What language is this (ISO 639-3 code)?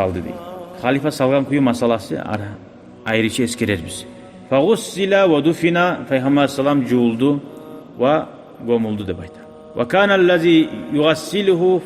kum